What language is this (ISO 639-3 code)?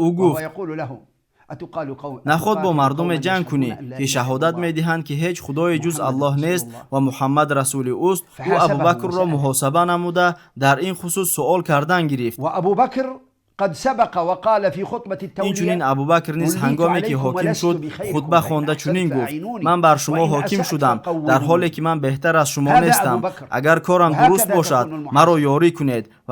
tgk